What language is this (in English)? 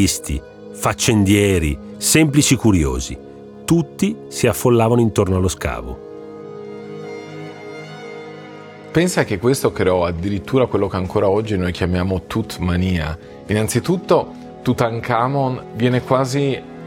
Italian